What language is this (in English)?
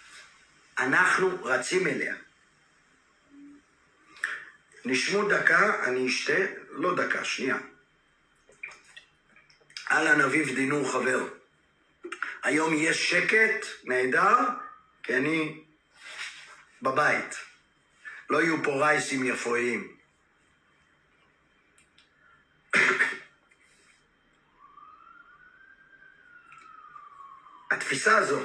Hebrew